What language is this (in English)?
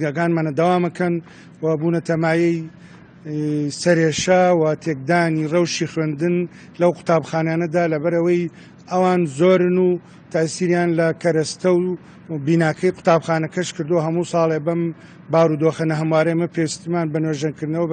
Central Kurdish